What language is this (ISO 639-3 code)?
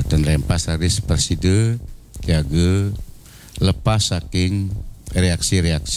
ban